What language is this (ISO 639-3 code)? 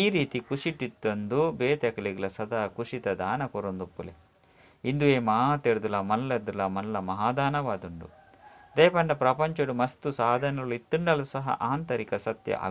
tcy